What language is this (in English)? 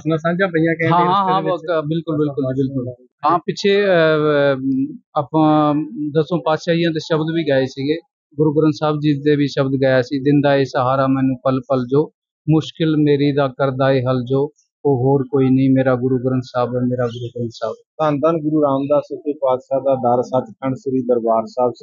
Punjabi